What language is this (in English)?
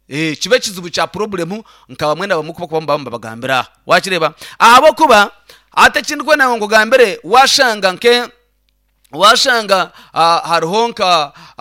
Nyankole